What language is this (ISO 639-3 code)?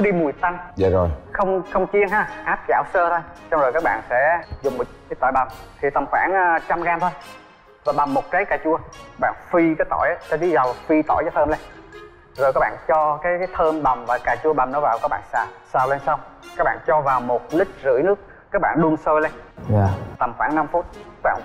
vie